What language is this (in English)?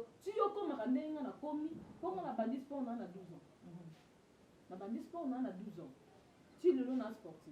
Lingala